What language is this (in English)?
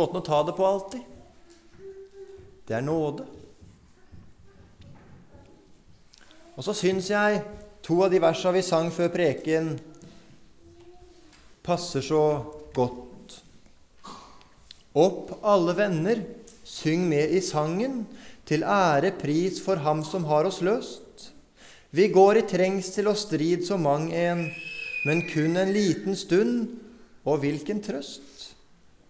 Norwegian